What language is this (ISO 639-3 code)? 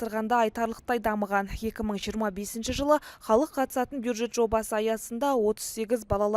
kaz